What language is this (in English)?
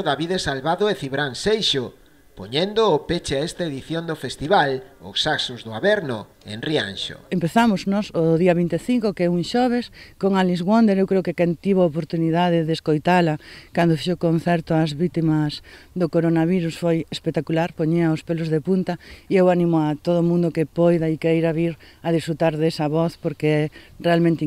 Galician